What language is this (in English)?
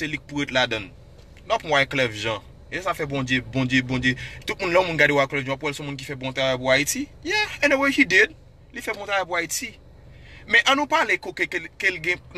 Haitian Creole